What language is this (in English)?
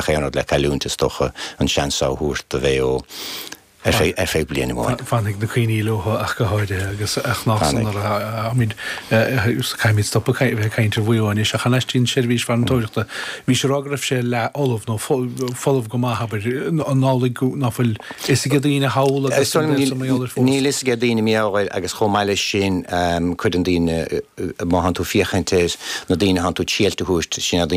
Irish